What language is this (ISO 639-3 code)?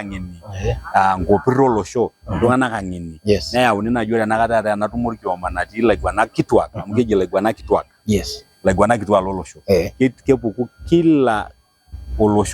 mas